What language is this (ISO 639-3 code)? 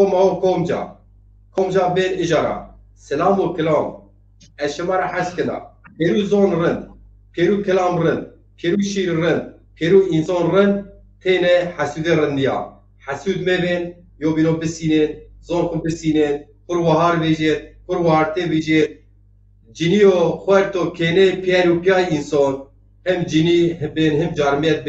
zza